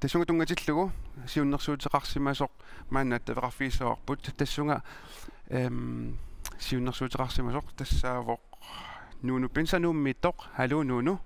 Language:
Kalaallisut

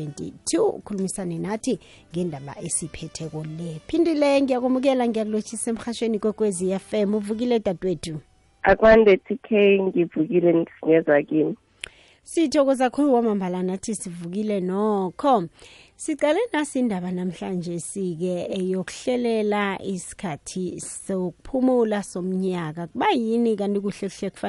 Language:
South Ndebele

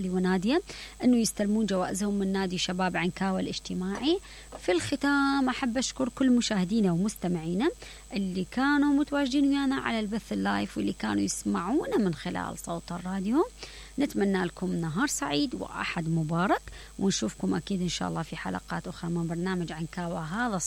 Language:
Mesopotamian Arabic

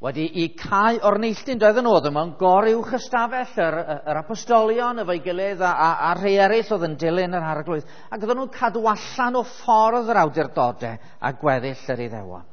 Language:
Welsh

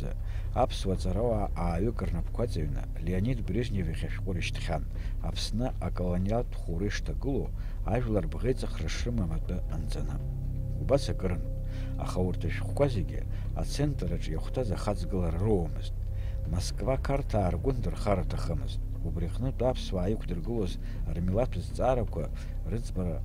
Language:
Abkhazian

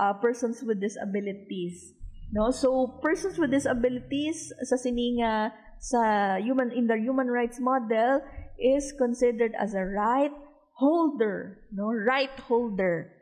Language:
Hiligaynon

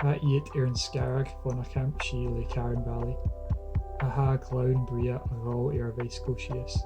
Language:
Scottish Gaelic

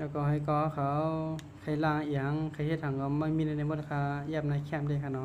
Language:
Shan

